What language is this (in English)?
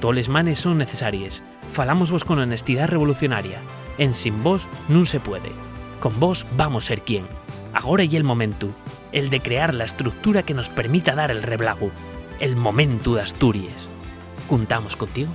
Asturian